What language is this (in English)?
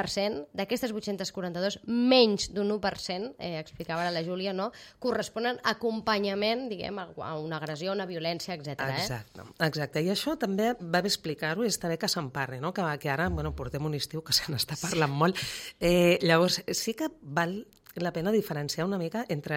Catalan